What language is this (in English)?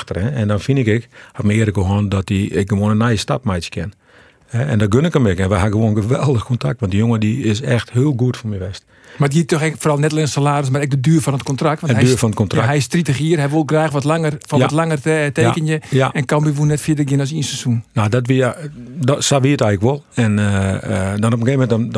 Western Frisian